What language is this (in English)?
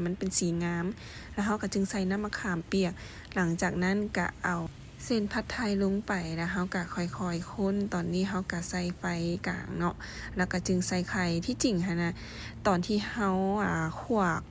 Lao